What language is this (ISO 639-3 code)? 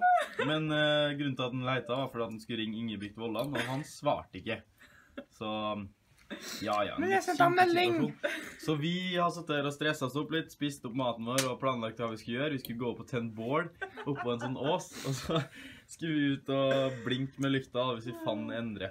nor